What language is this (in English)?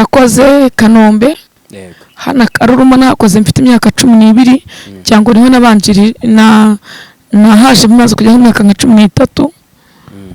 Kinyarwanda